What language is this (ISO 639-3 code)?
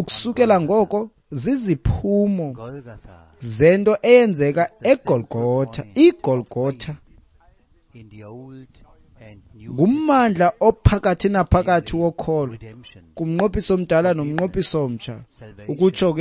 xho